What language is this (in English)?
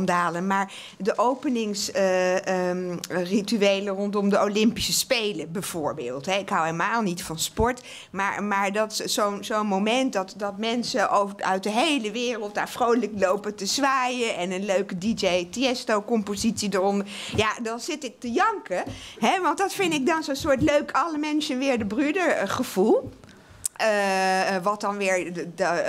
Dutch